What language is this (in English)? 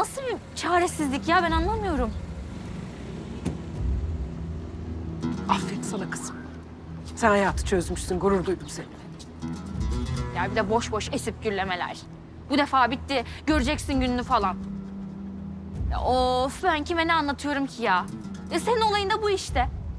Turkish